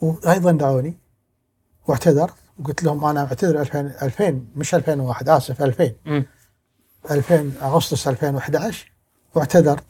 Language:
Gulf Arabic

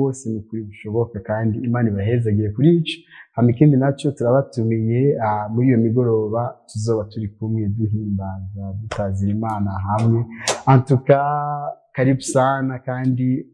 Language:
Rundi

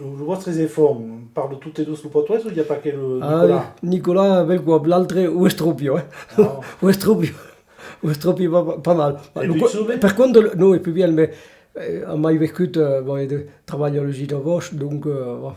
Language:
Occitan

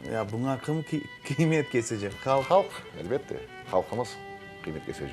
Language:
Crimean Tatar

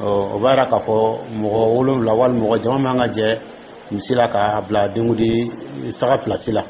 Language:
Dyula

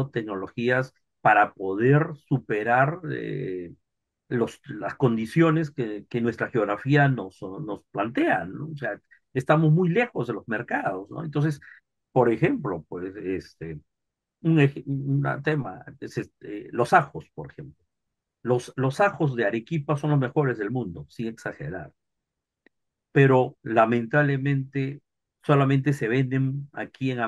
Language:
Spanish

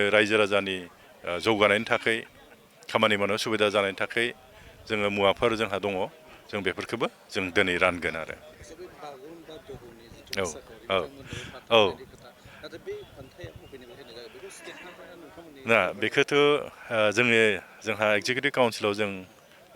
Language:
Bodo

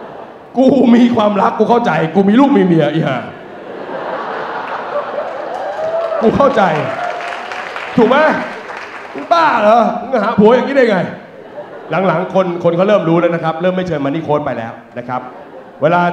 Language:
Thai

